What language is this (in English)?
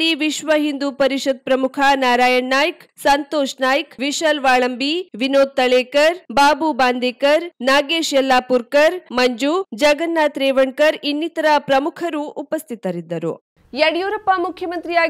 Kannada